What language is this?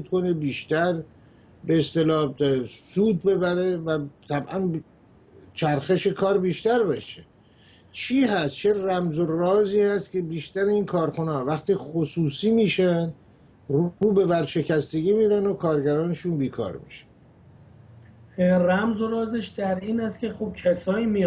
Persian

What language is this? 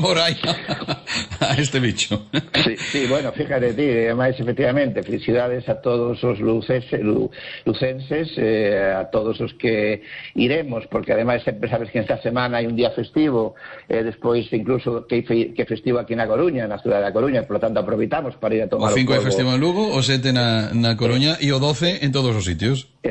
Galician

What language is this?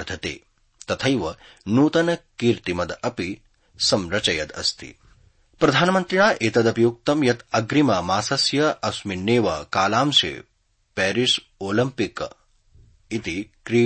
Sanskrit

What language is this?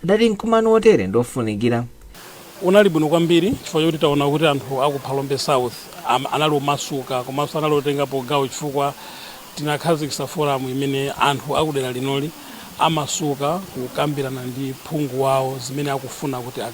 Nyanja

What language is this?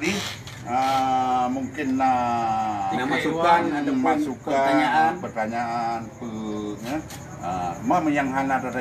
Achinese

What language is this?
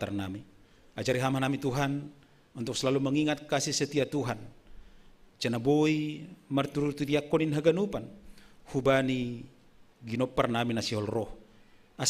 Batak Simalungun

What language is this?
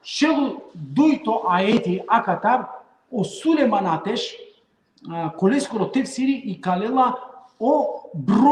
Balkan Romani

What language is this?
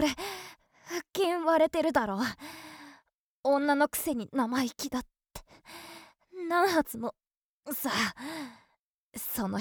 Japanese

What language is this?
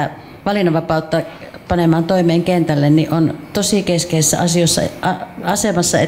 Finnish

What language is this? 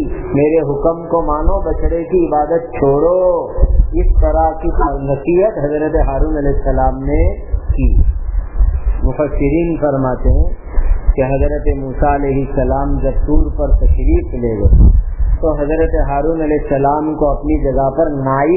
Urdu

